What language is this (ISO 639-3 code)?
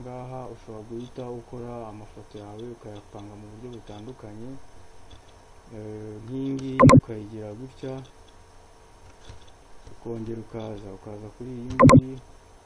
kin